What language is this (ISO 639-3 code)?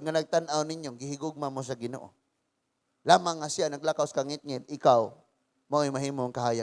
ceb